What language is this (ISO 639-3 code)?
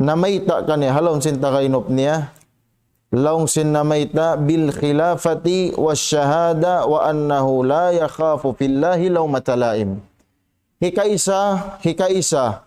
tsg